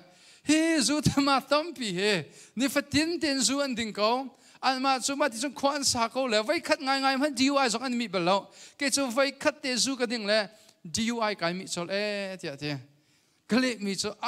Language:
Hakha Chin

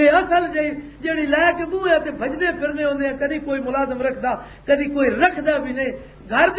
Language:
Western Panjabi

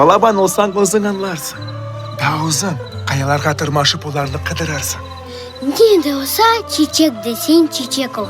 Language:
Crimean Tatar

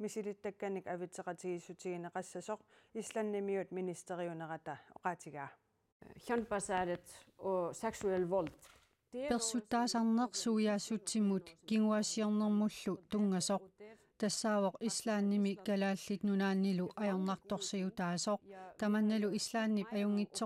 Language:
Kalaallisut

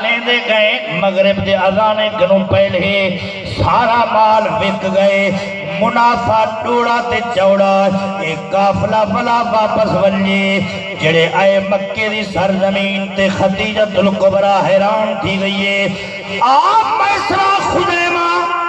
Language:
Saraiki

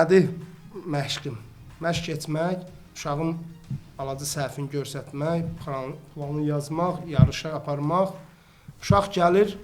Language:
Azerbaijani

